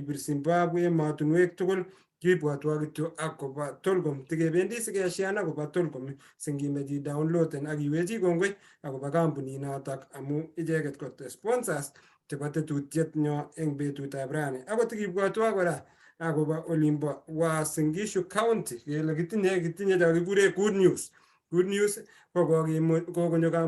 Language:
Kalenjin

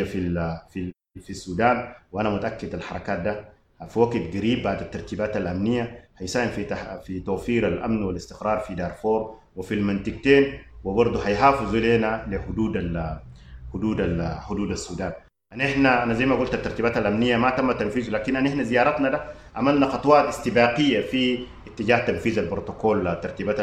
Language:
Sudanese Arabic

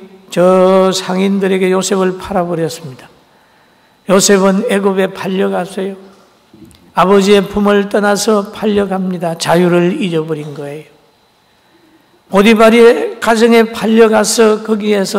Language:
Korean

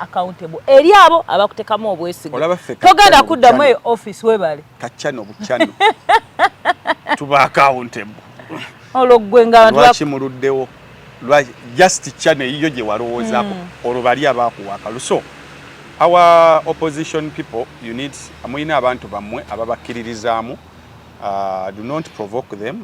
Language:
Ganda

